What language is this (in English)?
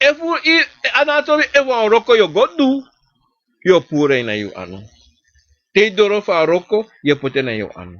Sranan Tongo